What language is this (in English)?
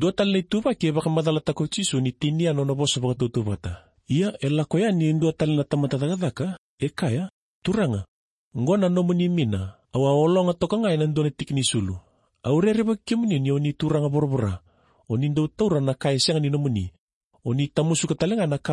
Fijian